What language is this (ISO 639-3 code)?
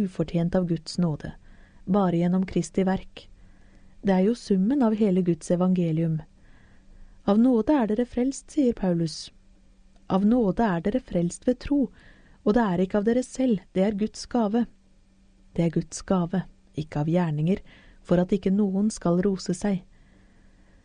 nor